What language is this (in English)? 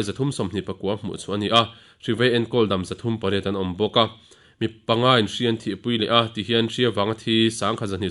Mizo